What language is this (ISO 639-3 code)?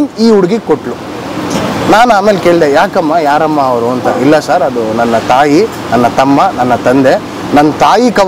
kan